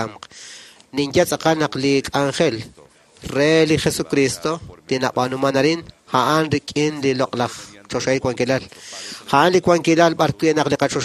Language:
Kekchí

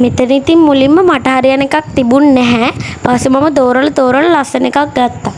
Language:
Sinhala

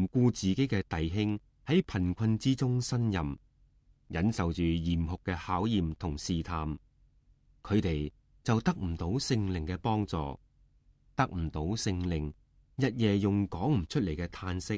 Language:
Cantonese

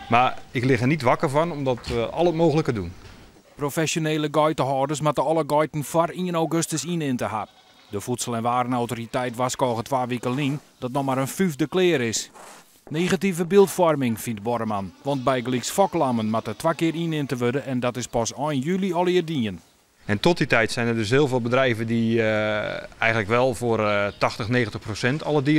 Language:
Western Frisian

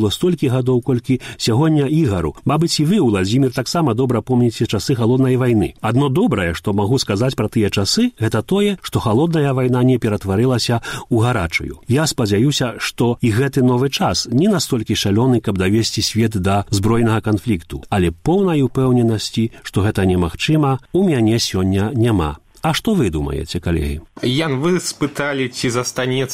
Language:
Belarusian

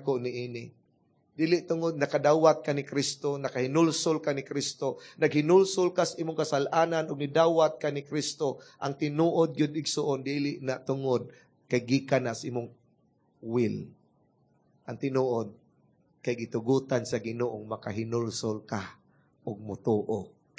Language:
Cebuano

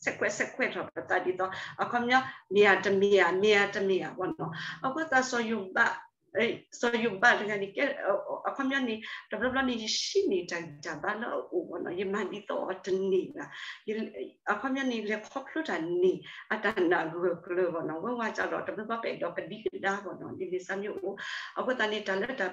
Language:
S'gaw Karen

